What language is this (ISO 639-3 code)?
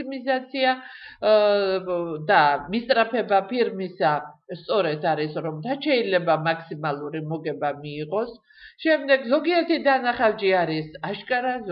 kat